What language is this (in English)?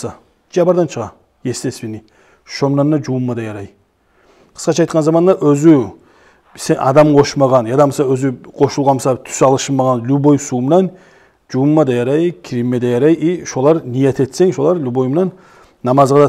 Kumyk